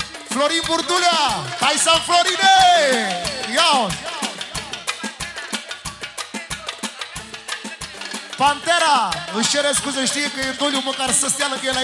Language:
Romanian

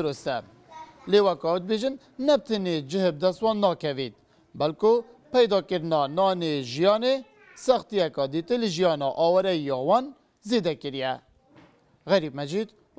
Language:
Kurdish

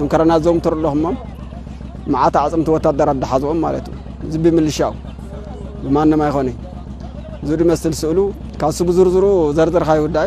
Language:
Tigrinya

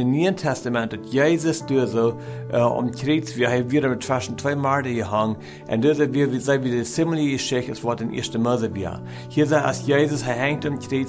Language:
Plautdietsch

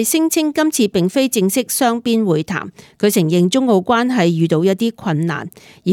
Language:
Cantonese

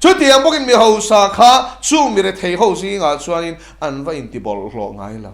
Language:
Mizo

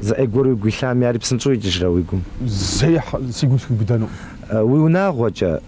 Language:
Kabardian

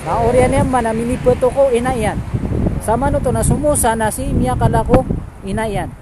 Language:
Maranao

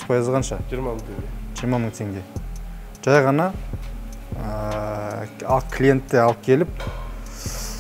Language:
Kazakh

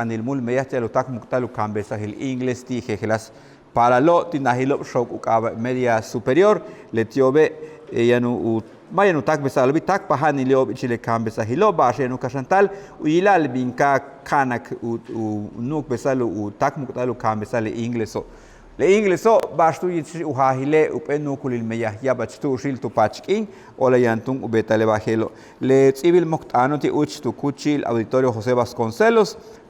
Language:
Yucateco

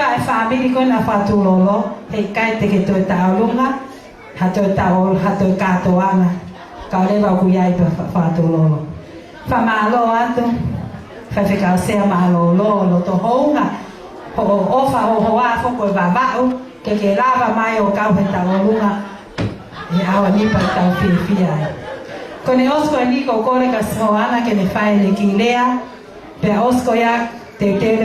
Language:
Tongan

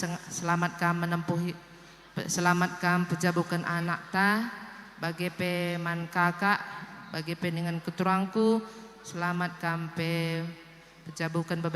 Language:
Batak Karo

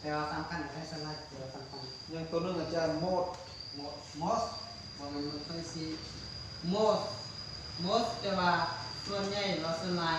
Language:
Lao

